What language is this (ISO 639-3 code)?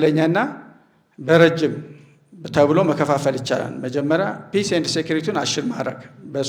amh